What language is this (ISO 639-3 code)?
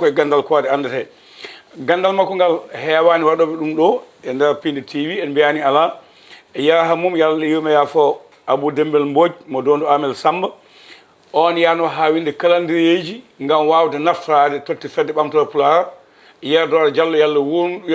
ful